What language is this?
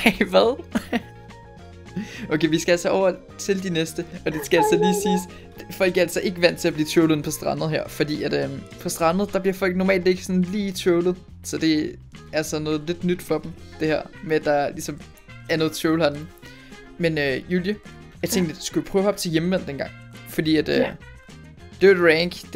Danish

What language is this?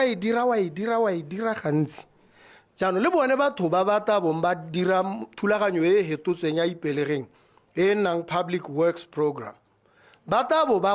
Tswana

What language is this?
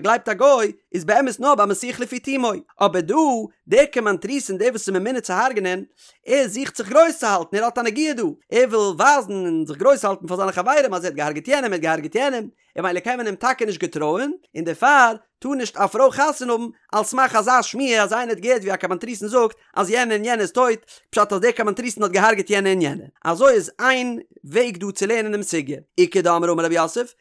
Yiddish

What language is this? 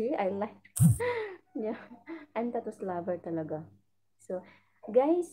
Filipino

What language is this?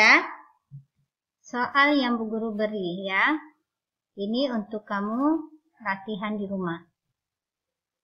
Indonesian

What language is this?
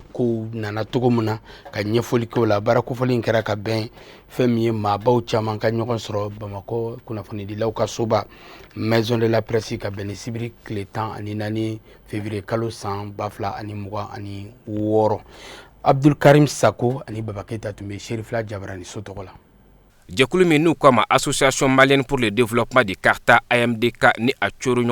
Bambara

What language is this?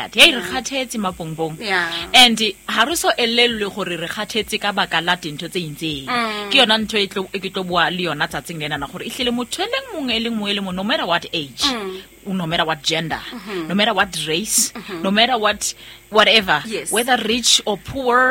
Southern Sotho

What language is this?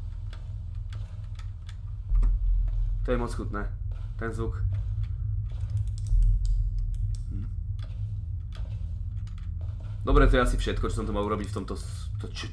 Slovak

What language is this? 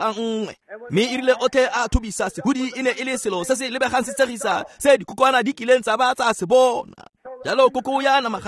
Tswana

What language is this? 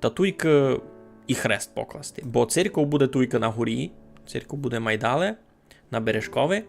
Rusyn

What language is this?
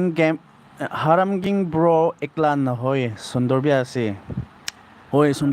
Naga Pidgin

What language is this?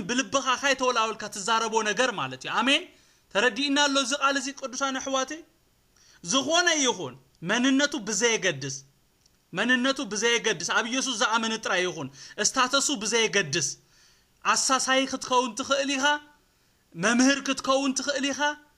Tigrinya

